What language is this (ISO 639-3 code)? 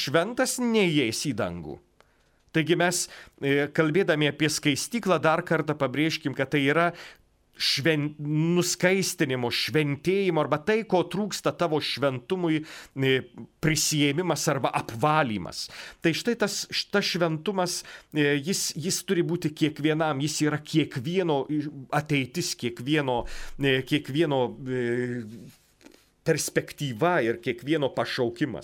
lit